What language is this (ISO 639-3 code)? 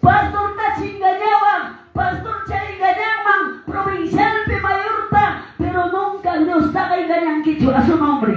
que